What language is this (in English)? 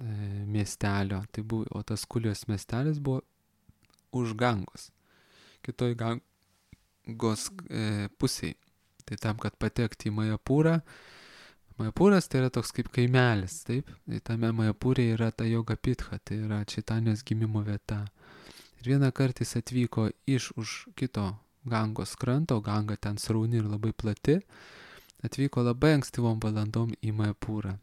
Lithuanian